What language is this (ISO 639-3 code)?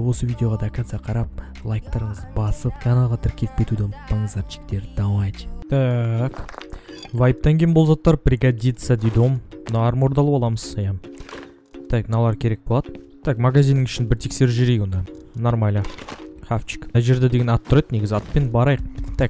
kaz